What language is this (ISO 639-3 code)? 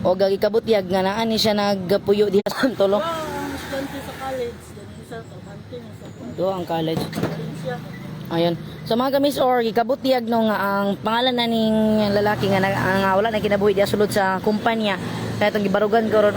ceb